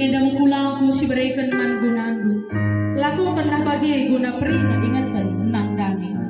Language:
Batak Karo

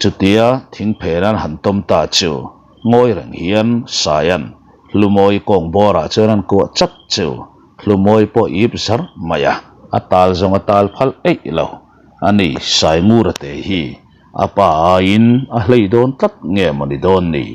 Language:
Mizo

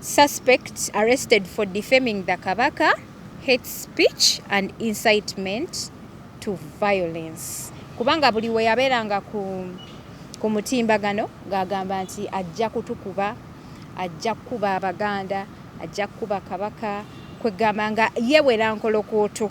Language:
Ganda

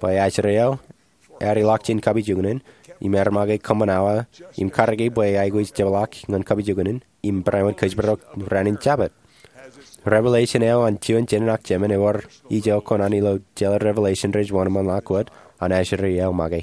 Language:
Marshallese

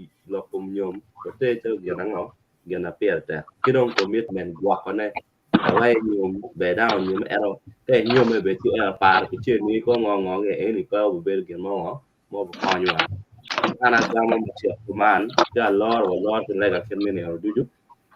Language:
Acoli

